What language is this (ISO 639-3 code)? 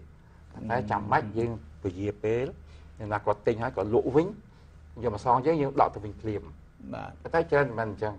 khm